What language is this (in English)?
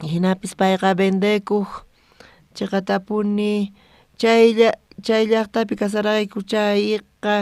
South Bolivian Quechua